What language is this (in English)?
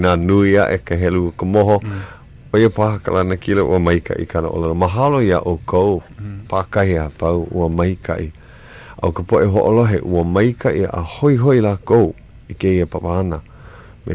Hawaiian